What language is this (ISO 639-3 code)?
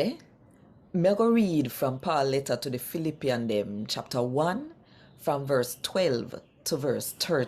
jam